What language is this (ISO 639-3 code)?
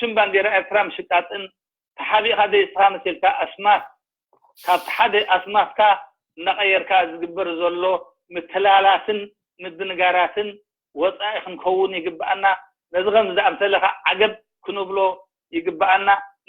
tir